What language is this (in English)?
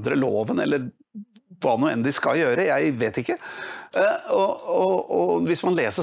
Norwegian